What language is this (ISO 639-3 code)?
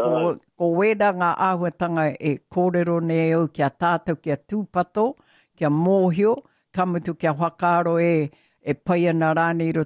mri